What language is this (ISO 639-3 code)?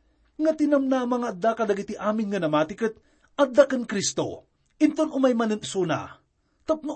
ilo